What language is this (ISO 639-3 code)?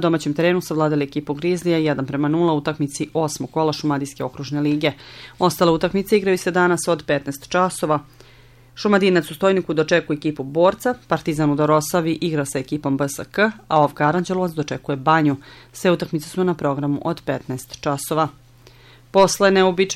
srp